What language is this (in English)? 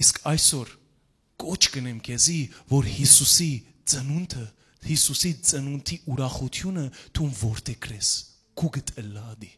Western Armenian